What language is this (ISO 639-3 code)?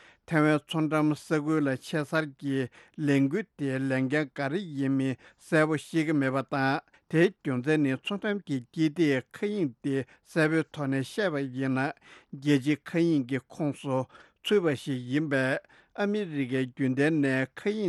bod